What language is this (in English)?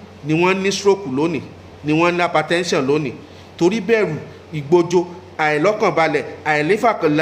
Yoruba